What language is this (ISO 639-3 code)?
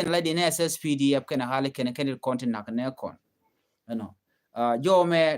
nus